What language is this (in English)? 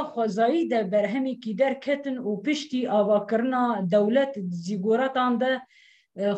Kurdish